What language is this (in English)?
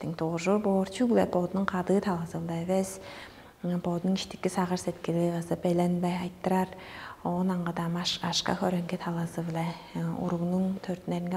Tuvinian